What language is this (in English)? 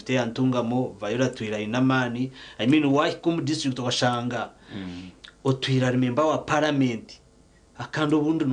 Nyankole